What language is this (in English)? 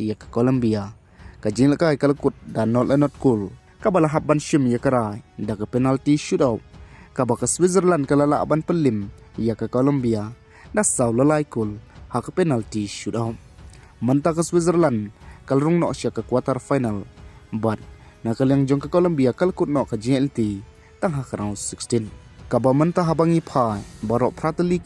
Khasi